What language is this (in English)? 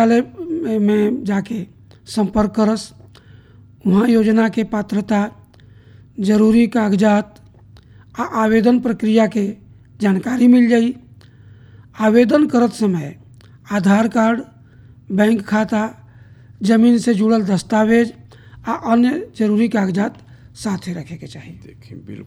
Bhojpuri